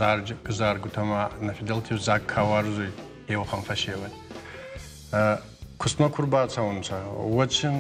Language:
Ossetic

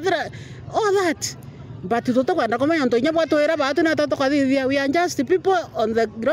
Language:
Meru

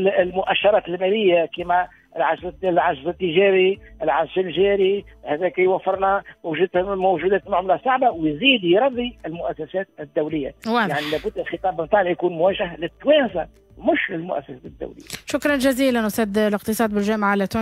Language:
Tunisian Arabic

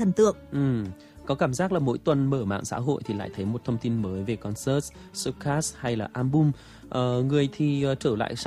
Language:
Vietnamese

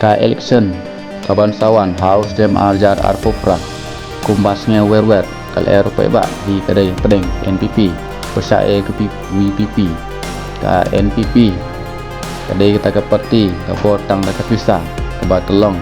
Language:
Khasi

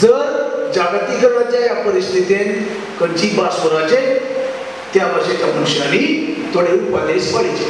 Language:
Konkani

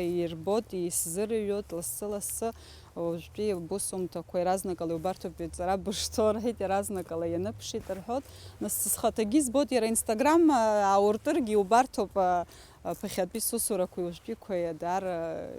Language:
Abkhazian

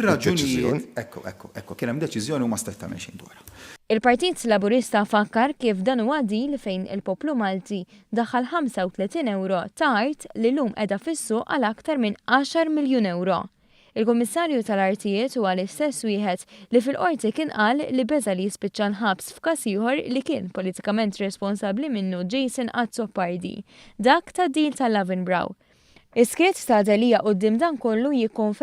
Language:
Maltese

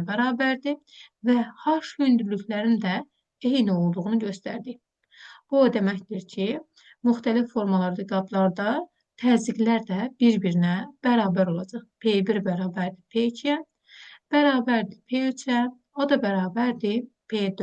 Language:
Azerbaijani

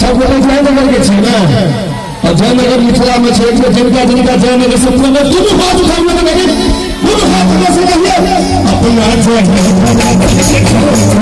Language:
Maithili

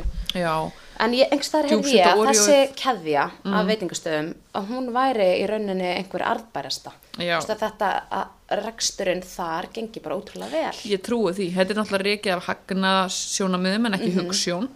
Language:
Icelandic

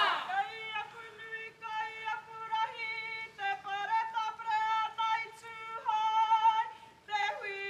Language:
Māori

